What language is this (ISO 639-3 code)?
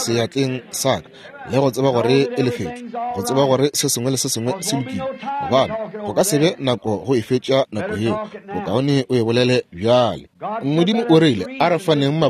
nso